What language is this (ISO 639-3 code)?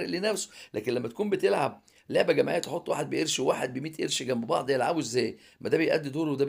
arz